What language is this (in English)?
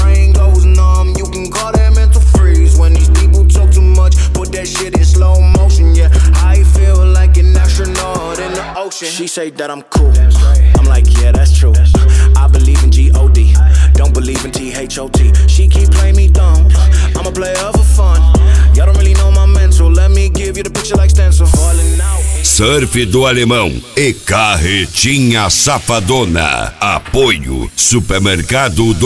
Portuguese